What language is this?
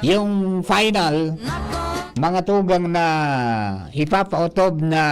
Bikol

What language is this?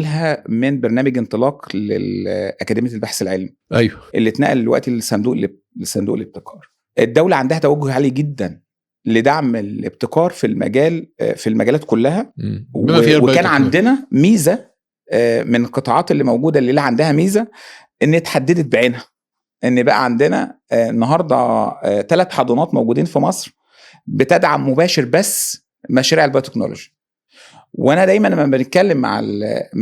Egyptian Arabic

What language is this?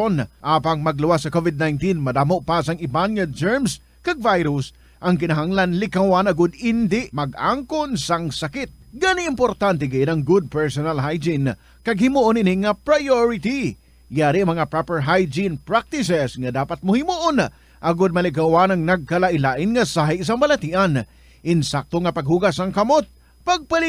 Hiligaynon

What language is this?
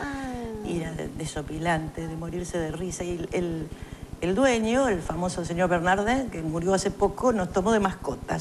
Spanish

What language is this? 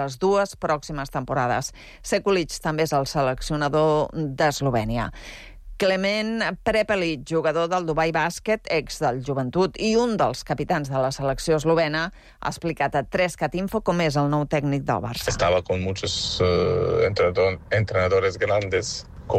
Catalan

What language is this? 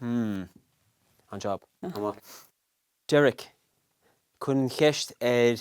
Irish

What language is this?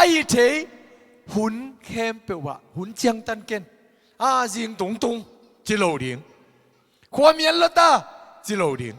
Tedim Chin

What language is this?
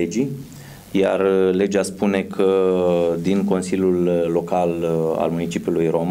Romanian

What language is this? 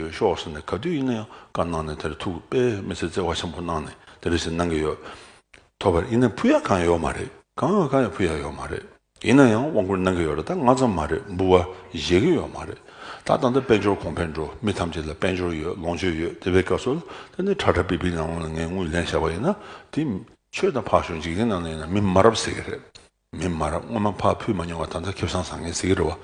Tibetan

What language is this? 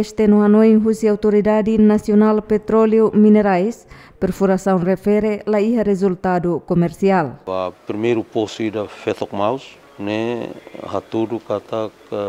Tetum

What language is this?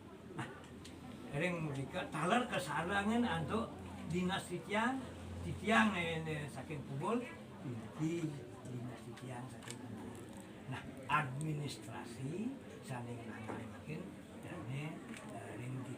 Balinese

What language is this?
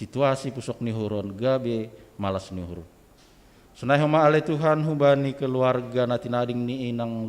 Batak Simalungun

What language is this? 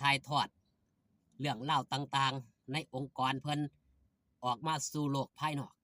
Northeastern Thai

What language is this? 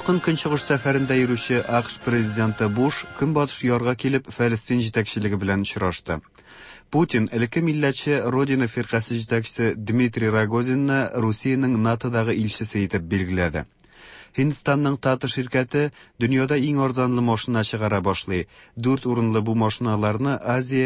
Tatar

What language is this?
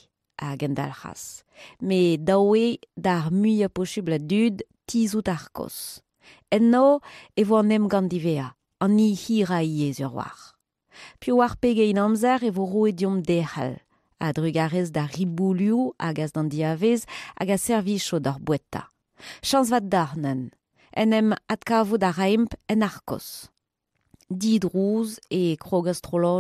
Breton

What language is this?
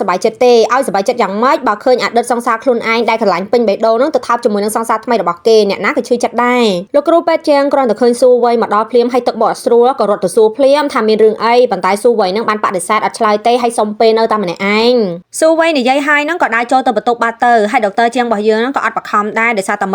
Khmer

